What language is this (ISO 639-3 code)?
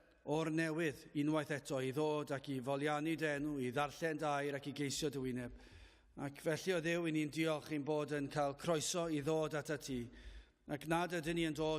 cym